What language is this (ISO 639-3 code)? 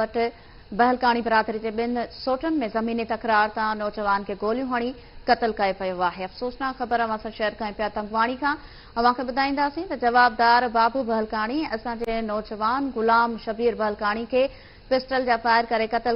snd